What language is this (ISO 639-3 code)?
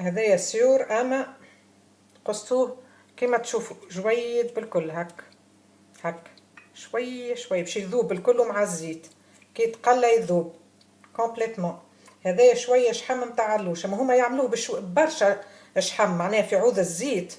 aeb